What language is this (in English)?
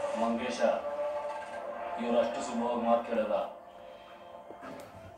Kannada